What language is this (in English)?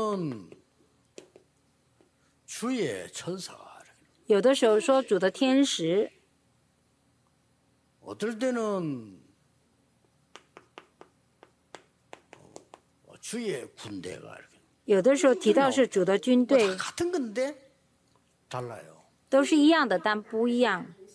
Korean